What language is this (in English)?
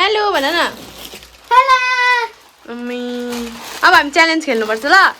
Nepali